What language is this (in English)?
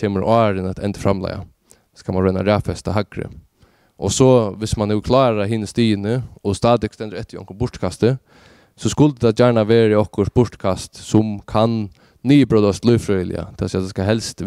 Faroese